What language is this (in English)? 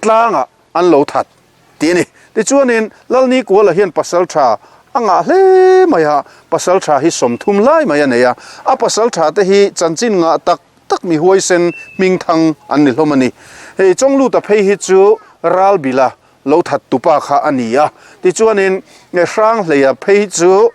Mizo